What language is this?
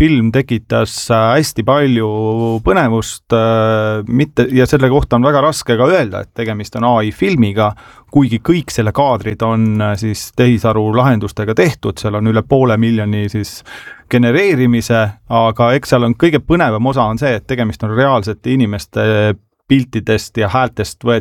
Estonian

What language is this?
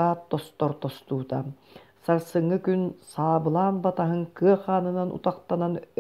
Yakut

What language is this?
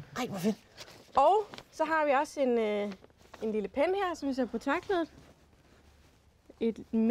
Danish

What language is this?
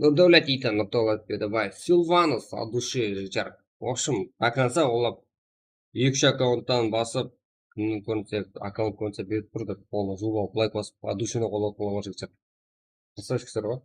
Kara-Kalpak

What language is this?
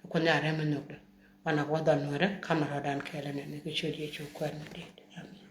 Nuer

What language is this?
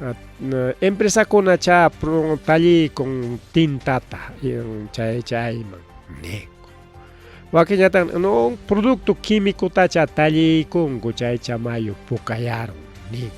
Ayacucho Quechua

